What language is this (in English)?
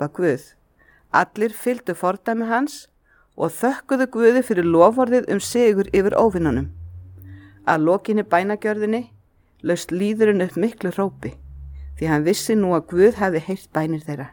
Icelandic